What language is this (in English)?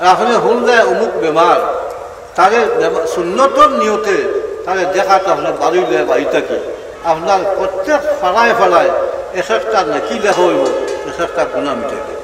Sylheti